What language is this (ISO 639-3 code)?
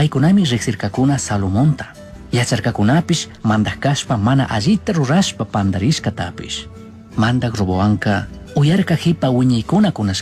qug